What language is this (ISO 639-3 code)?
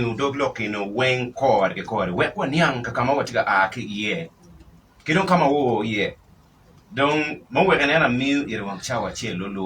ach